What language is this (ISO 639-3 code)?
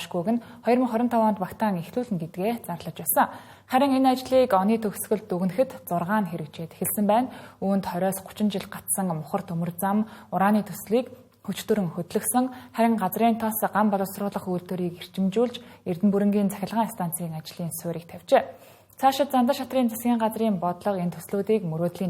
mon